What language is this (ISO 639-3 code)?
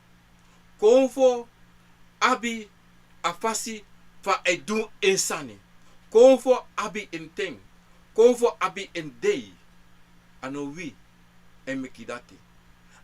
srn